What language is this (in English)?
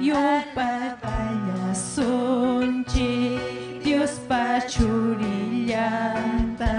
Ayacucho Quechua